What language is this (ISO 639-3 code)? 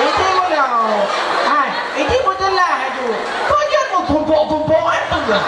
ace